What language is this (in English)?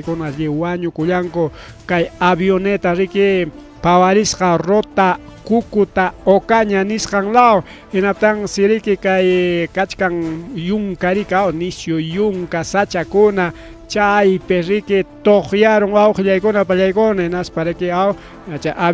Ayacucho Quechua